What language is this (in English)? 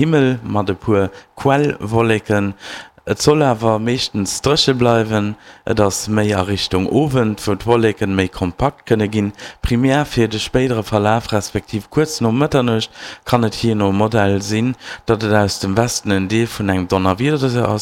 Luxembourgish